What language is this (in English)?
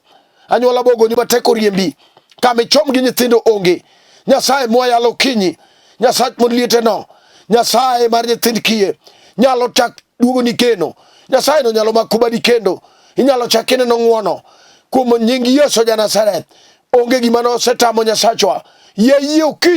Luo (Kenya and Tanzania)